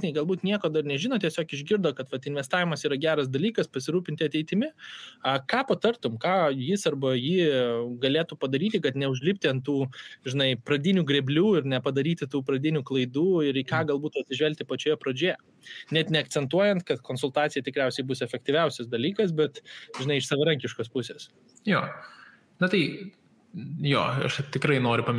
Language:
Lithuanian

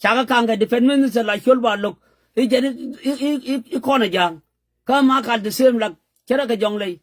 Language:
Nuer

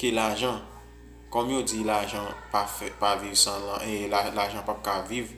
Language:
Haitian Creole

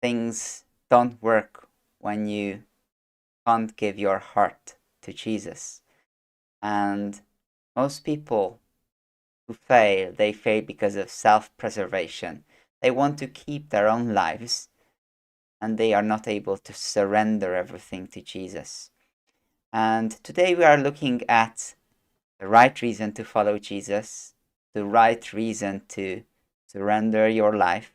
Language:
English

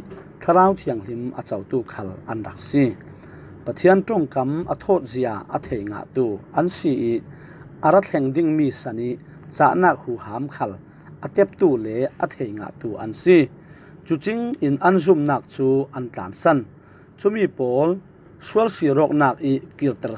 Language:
Falam Chin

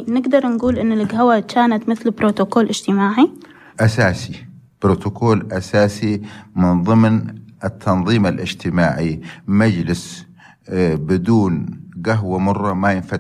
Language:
North Levantine Arabic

